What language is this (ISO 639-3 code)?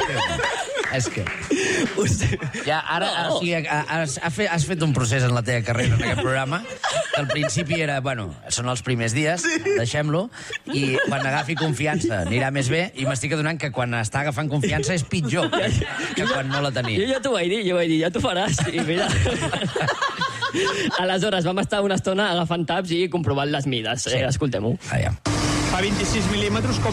cat